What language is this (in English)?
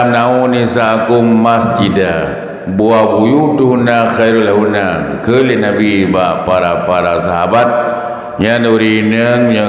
Achinese